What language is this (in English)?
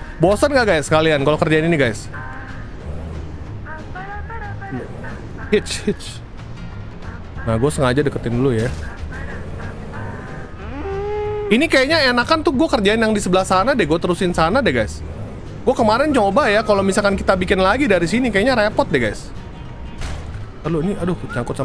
Indonesian